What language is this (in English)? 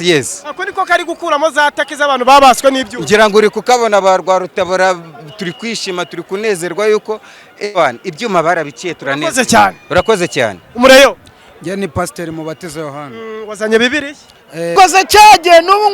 Kinyarwanda